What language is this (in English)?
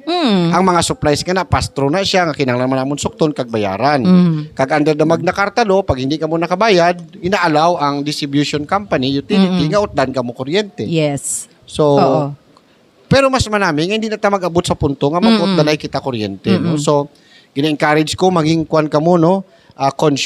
Hiligaynon